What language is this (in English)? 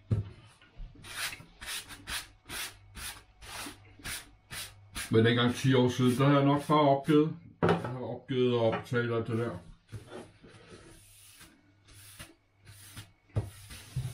Danish